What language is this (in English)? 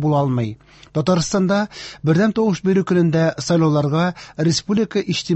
Tatar